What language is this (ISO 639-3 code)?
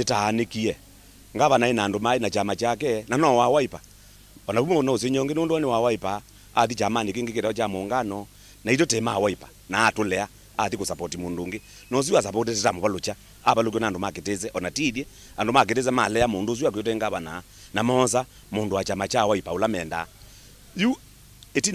kam